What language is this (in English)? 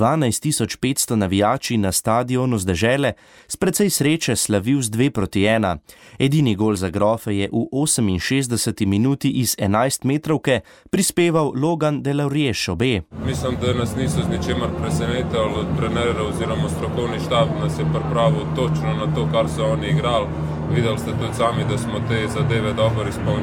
Slovenian